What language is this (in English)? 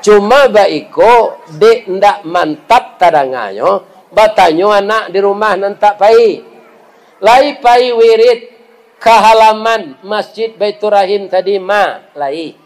Minangkabau